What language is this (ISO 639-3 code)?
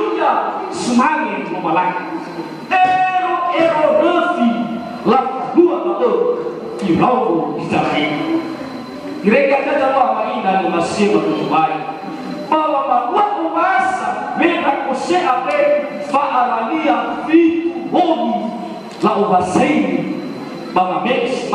nia